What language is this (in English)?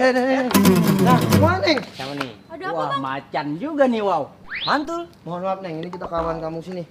Betawi